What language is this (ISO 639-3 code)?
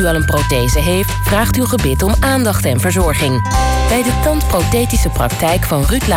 nld